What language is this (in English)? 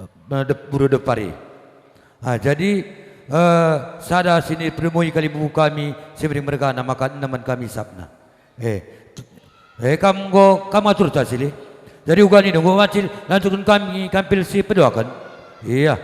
Batak Karo